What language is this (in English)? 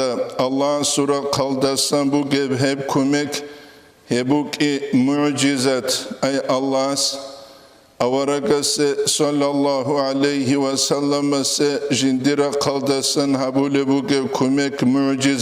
Avaric